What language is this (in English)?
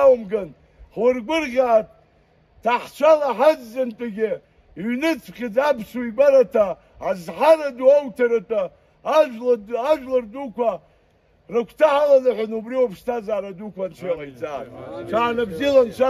Abkhazian